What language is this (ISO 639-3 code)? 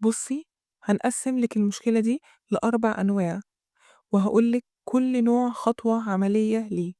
arz